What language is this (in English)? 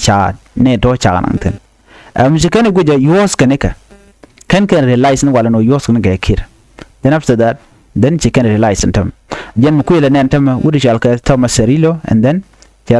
Nuer